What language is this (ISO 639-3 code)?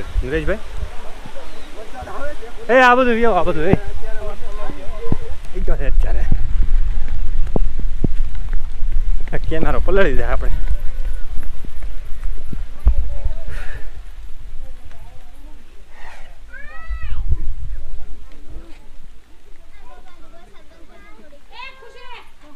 guj